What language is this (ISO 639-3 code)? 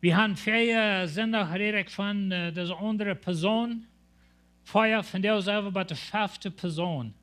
pdt